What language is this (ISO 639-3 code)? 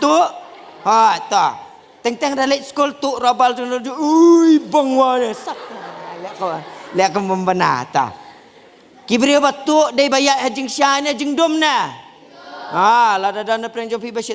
kha